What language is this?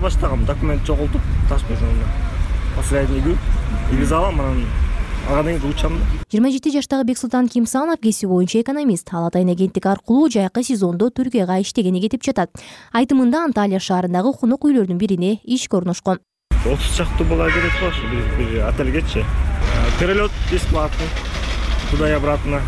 Kyrgyz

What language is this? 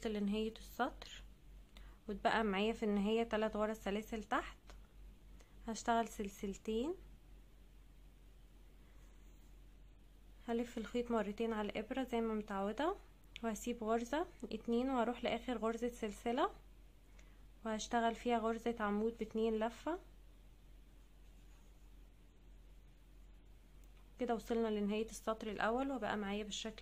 Egyptian Arabic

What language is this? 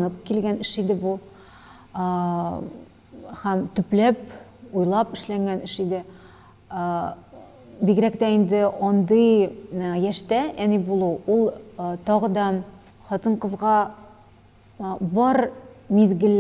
Tatar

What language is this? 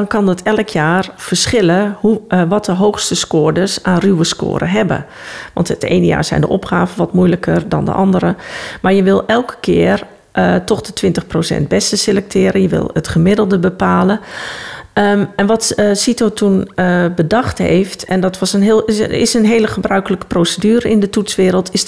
Dutch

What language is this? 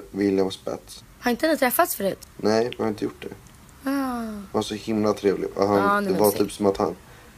Swedish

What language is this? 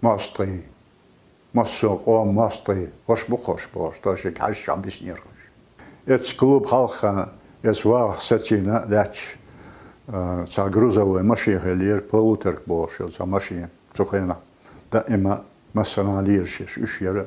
Chechen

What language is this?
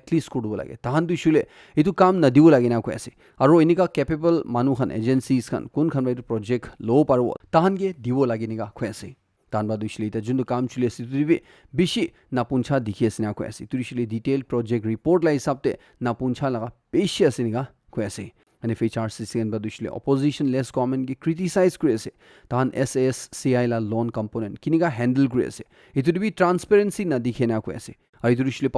Naga Pidgin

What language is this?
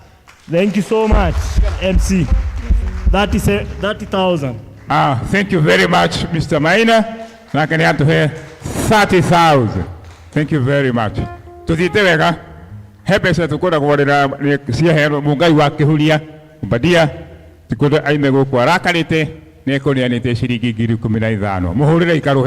Kikuyu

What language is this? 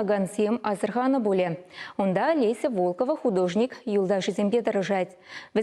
Chuvash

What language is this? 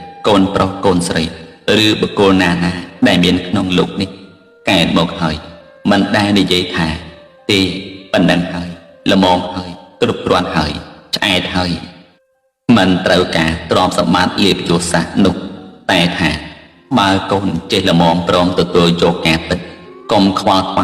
Khmer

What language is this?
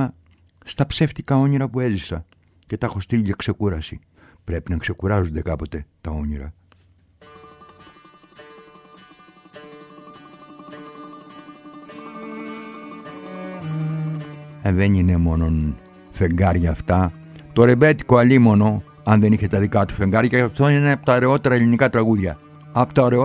Greek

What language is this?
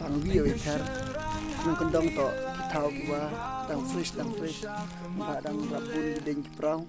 Khasi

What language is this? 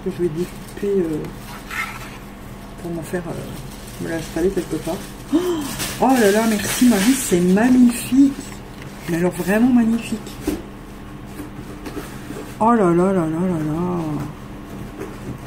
French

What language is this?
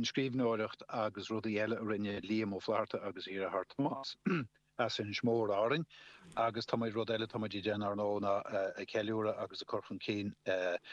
Irish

